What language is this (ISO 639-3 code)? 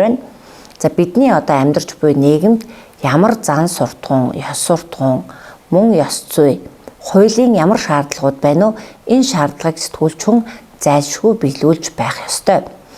mon